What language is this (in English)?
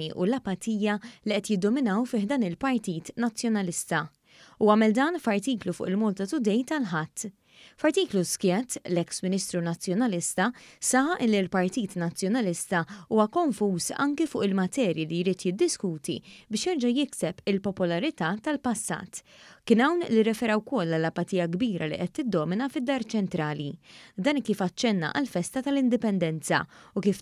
Maltese